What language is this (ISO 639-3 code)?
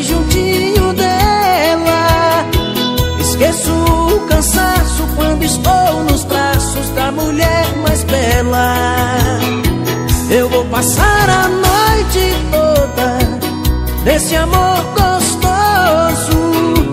por